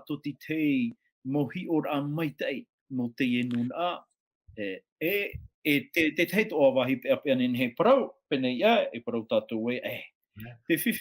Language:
Tahitian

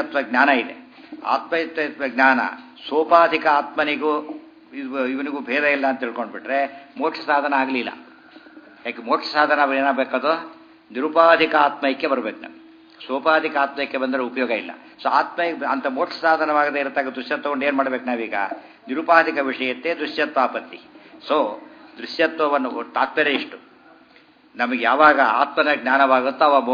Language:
Kannada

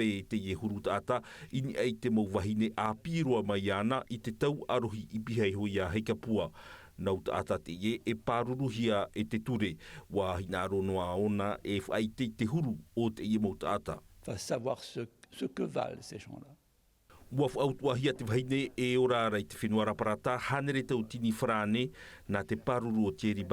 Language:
Tahitian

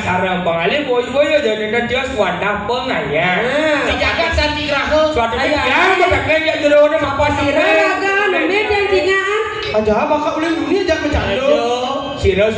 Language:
Balinese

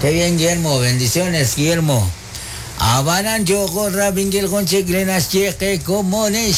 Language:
Kekchí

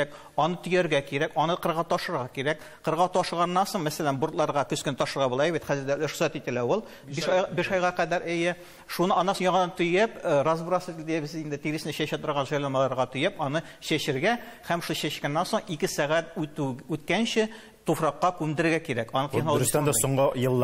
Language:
Tatar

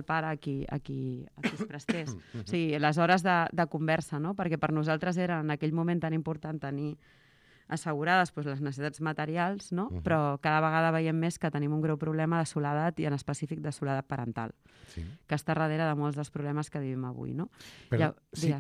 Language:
Catalan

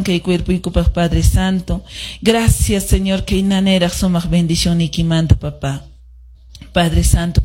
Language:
Quechua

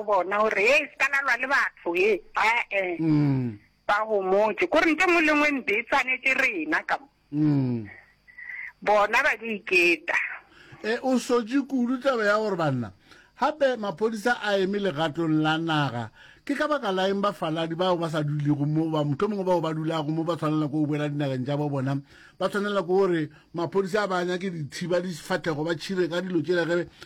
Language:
Northern Sotho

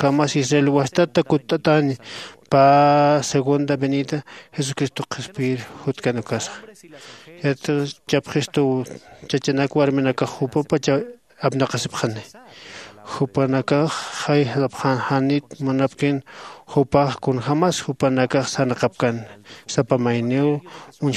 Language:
Aymara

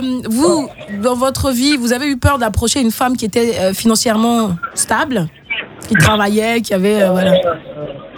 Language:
French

